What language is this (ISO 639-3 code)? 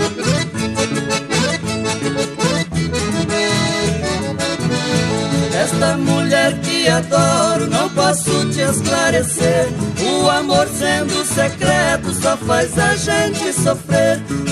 por